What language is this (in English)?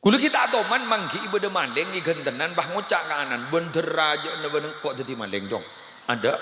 Madurese